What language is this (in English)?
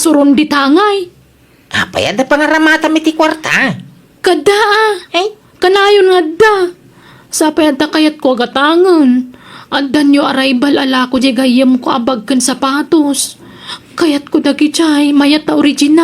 Iloko